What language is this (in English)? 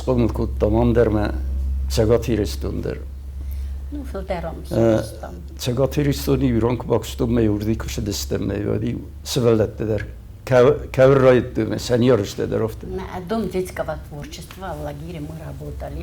Ossetic